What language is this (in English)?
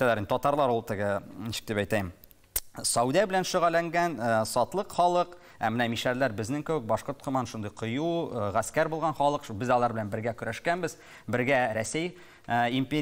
Tatar